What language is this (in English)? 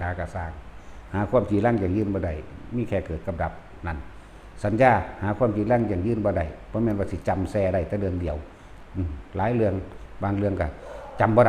Northeastern Thai